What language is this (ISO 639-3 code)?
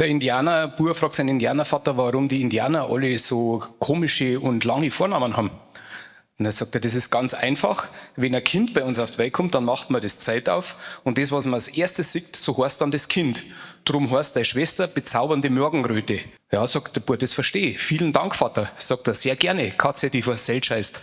bar